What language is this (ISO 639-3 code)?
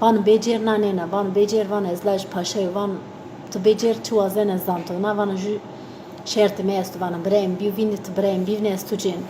zza